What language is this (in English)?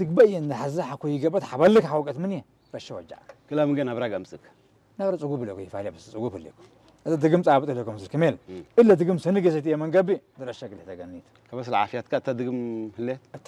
Tigrinya